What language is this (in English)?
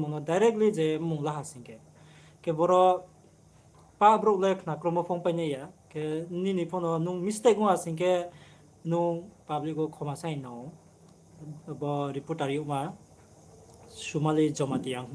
Riang (India)